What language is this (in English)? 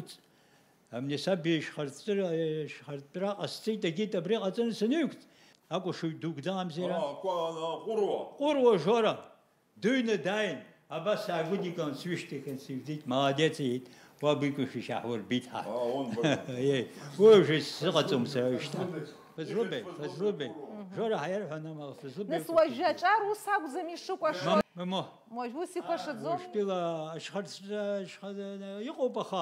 Abkhazian